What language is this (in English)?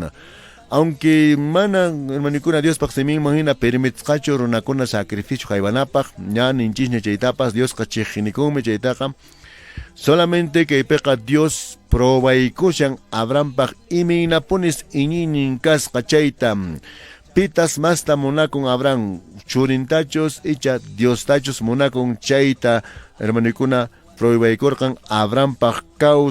Quechua